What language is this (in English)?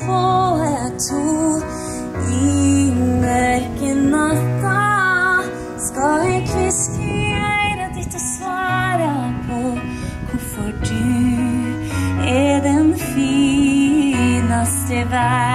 Norwegian